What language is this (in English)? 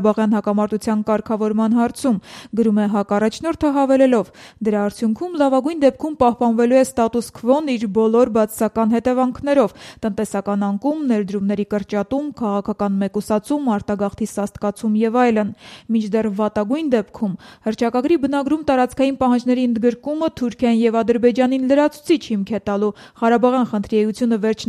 Armenian